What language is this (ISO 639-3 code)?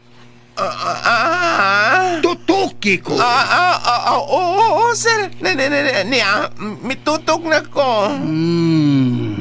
ceb